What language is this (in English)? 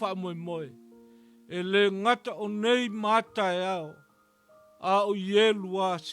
Samoan